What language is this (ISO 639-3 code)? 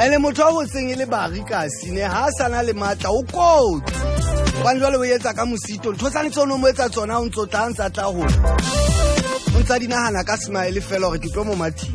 sot